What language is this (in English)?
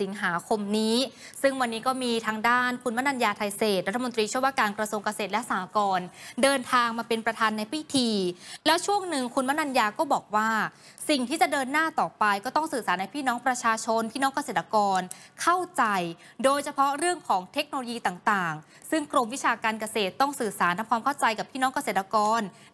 Thai